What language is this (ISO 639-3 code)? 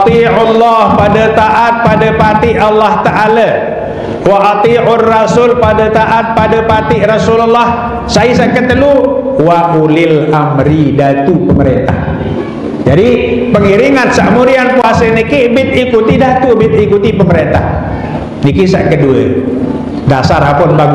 sas